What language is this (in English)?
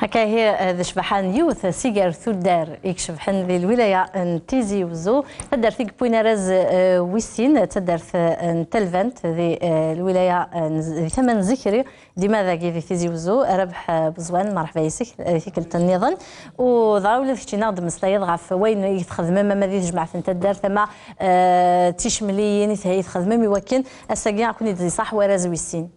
Kabyle